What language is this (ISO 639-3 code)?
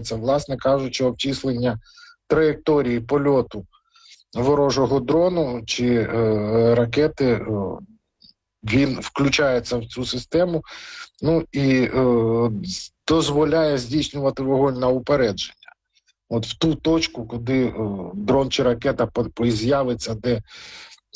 ukr